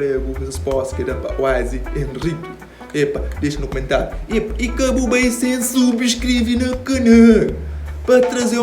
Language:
Kabuverdianu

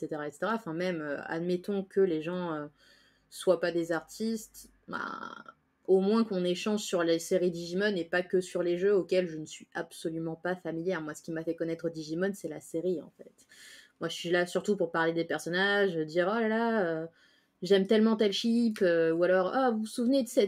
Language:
French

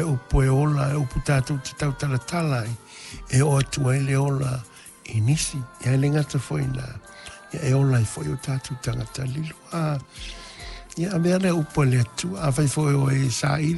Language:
Samoan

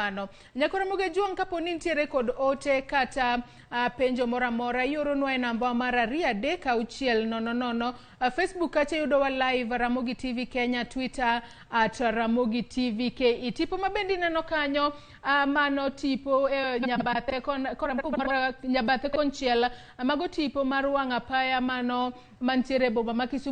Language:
Luo (Kenya and Tanzania)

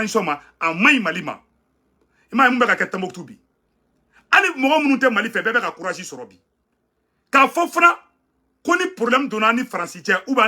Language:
Bambara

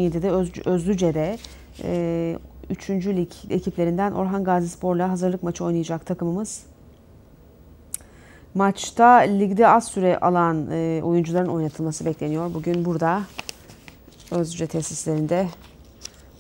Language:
Turkish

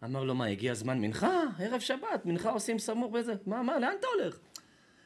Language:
Hebrew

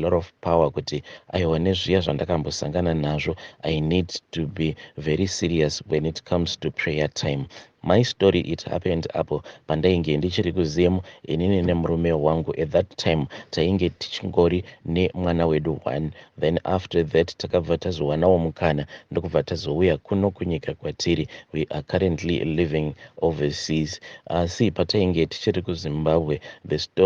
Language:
Shona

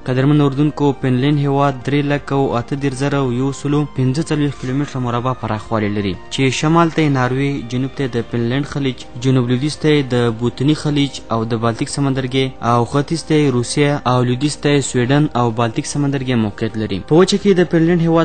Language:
Pashto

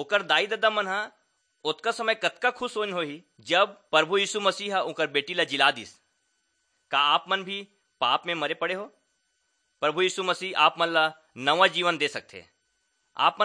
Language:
Chhattisgarhi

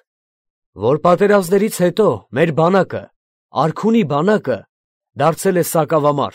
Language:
Armenian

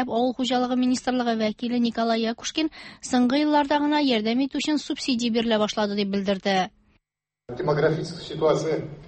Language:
Tatar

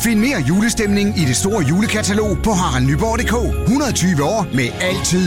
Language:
Danish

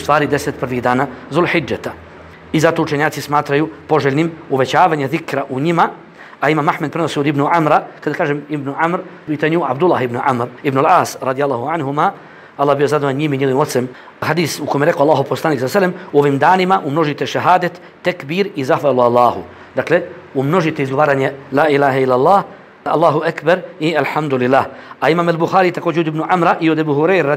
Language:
Bosnian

